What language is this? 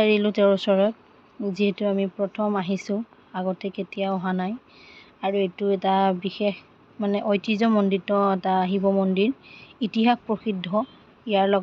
Assamese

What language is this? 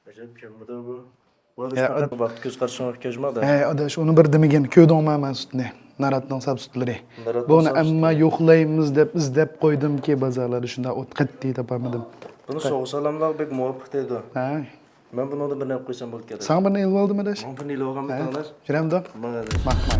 Uyghur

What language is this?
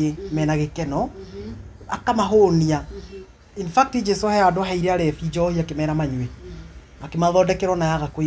Kikuyu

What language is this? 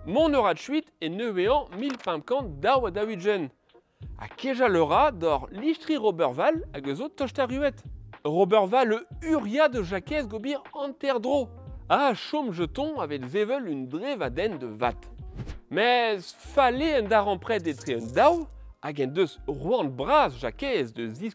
Breton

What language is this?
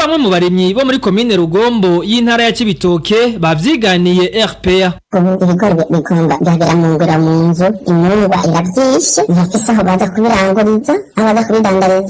Rundi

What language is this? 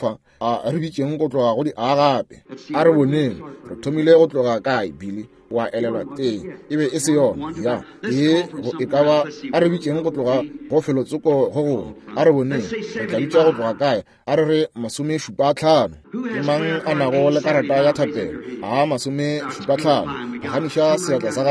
Northern Sotho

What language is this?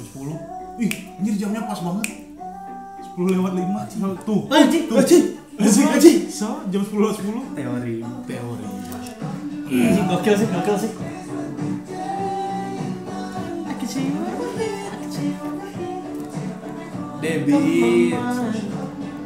Indonesian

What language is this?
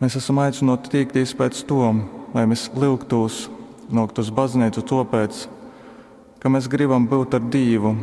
Latgalian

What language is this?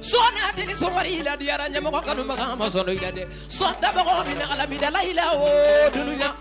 Bambara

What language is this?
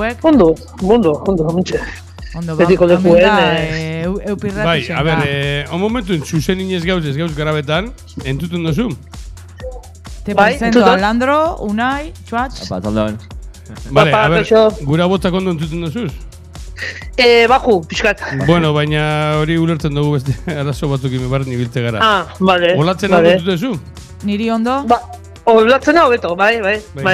Basque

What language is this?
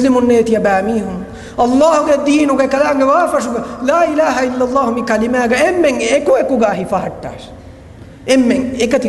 Divehi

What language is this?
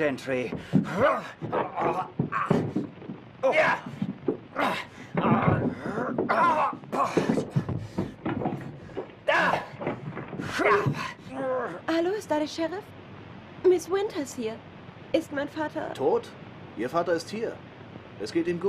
German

